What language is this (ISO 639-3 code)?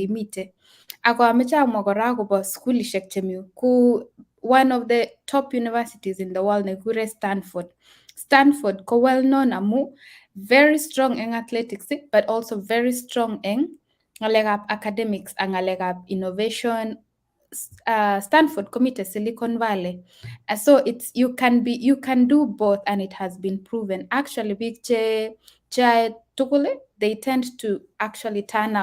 kln